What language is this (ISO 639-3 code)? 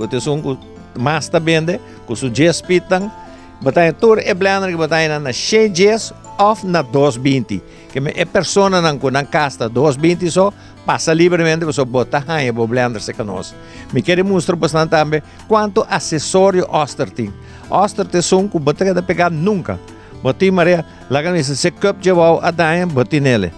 pap